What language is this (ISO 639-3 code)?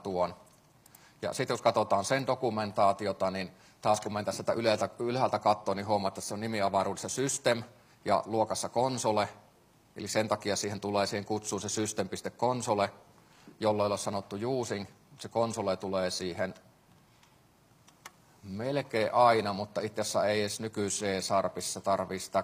fin